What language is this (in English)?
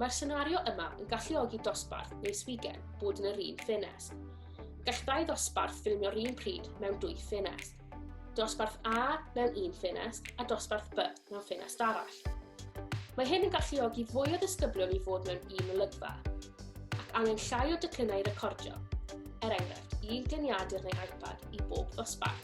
Welsh